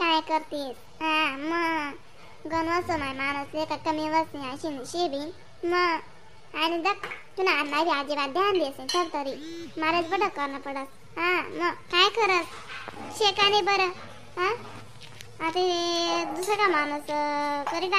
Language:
Khandesi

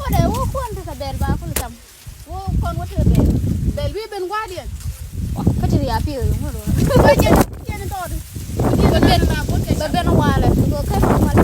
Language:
Nuer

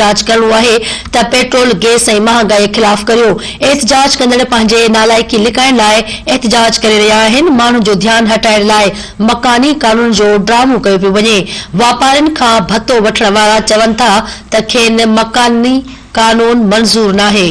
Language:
Sindhi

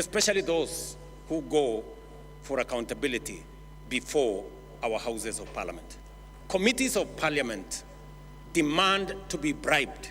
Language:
Meru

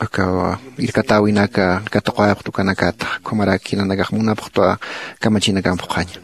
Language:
Aymara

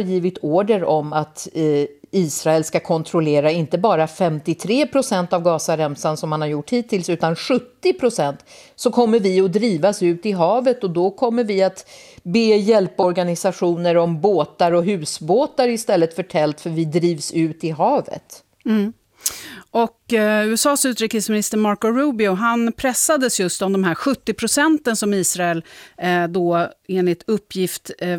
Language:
Swedish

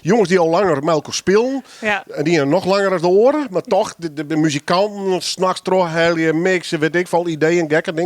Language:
Western Frisian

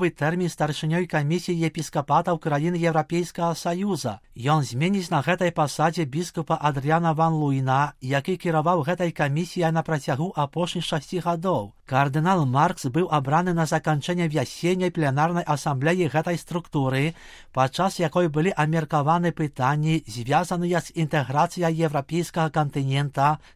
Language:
Belarusian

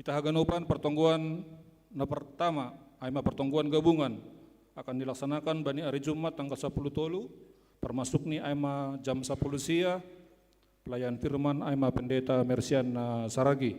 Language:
Batak Simalungun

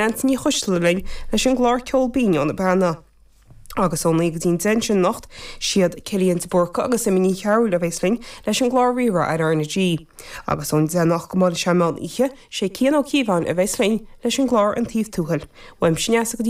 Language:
Irish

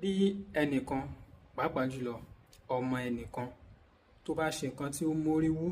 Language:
Yoruba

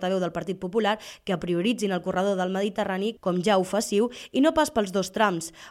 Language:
Catalan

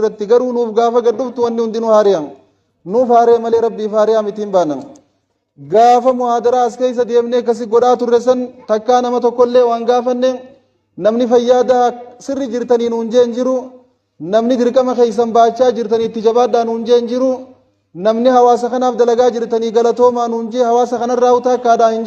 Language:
Oromo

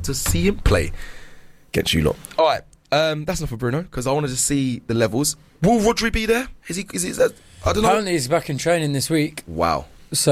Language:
English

